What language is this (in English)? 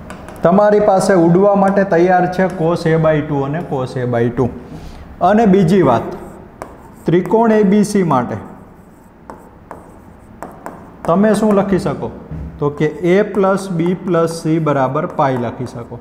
Gujarati